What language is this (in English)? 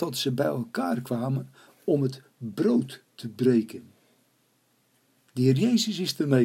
Dutch